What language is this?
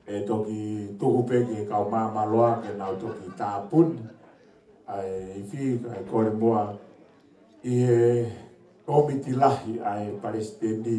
Tongan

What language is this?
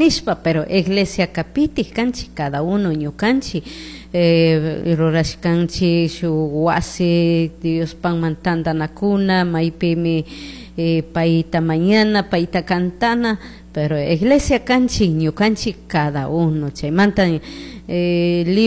Chimborazo Highland Quichua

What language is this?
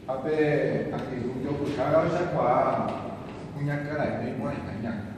Guarani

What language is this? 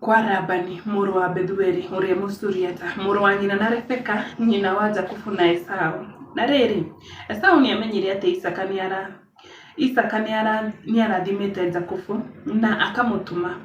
Kikuyu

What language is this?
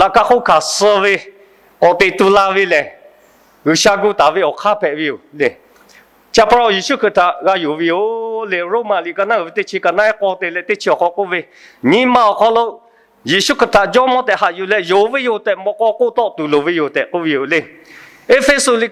Lahu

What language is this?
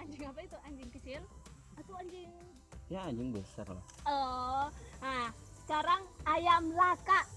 Manado Malay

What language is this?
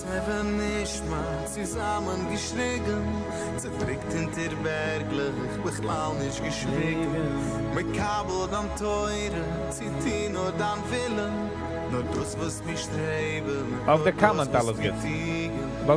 Yiddish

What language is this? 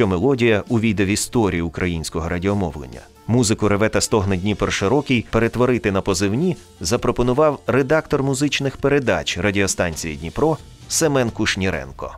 Ukrainian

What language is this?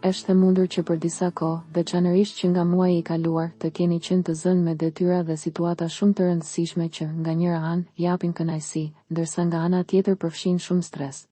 Albanian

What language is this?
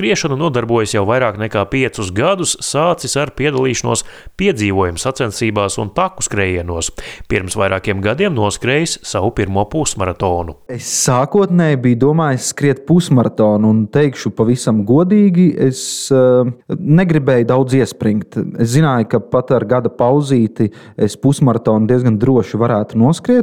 Latvian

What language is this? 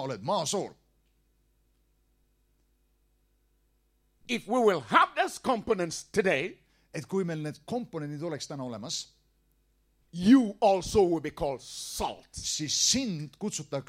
Estonian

